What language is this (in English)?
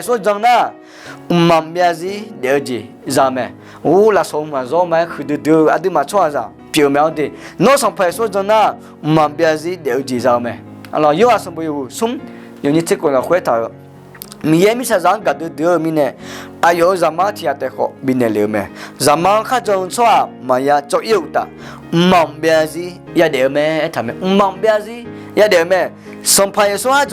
Akha